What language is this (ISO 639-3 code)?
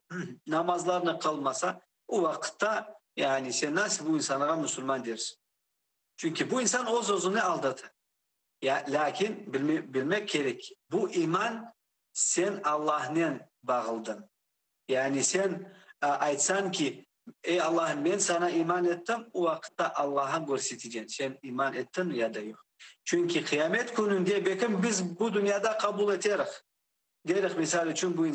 crh